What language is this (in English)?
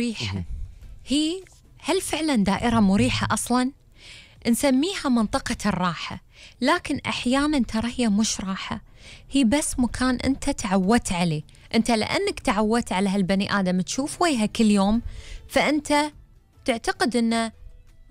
Gulf Arabic